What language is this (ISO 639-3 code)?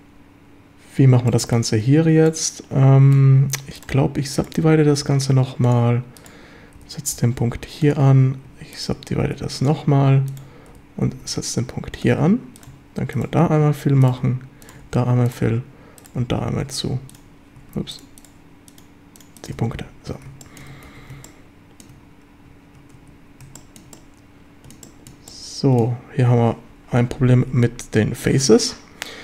deu